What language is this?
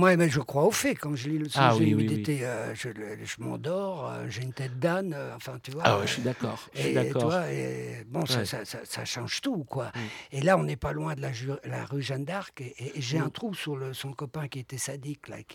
French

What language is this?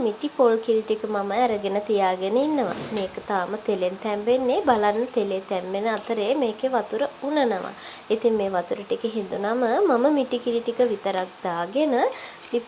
Sinhala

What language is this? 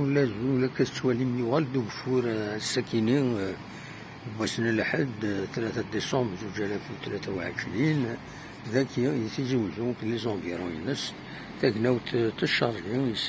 Kabyle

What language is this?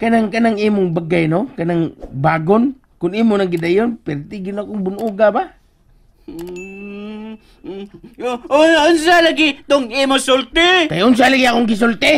Cebuano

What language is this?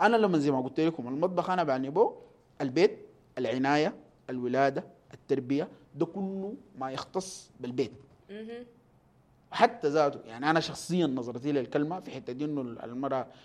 Sudanese Arabic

